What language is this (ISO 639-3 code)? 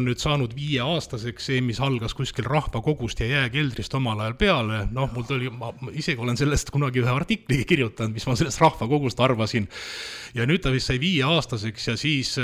est